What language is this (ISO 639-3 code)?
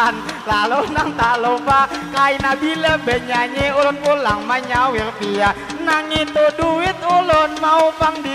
bjn